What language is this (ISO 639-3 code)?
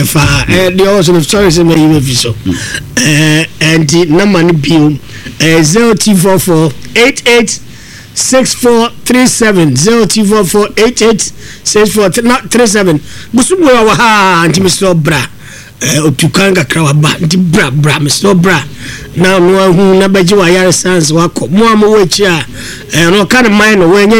aka